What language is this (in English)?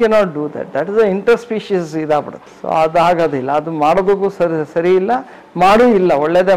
Kannada